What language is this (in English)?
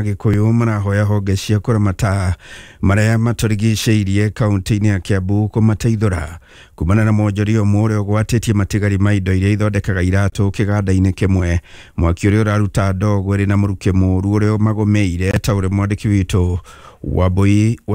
Kikuyu